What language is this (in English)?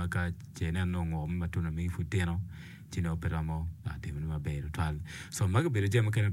Acoli